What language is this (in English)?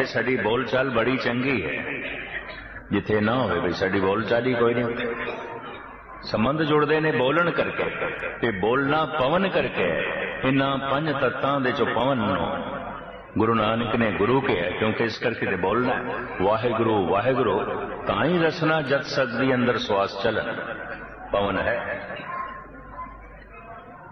Punjabi